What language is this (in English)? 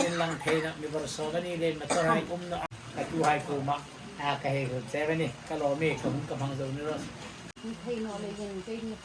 Hmar